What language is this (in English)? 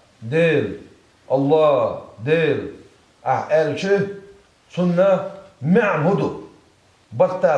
Chechen